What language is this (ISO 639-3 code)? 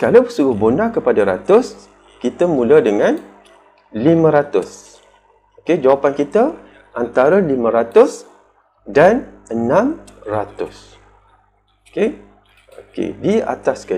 msa